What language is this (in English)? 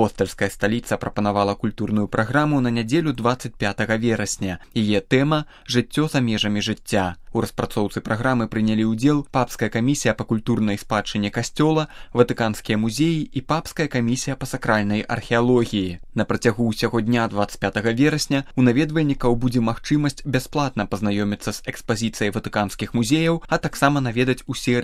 Belarusian